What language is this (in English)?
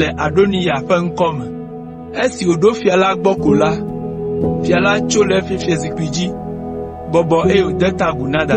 Ewe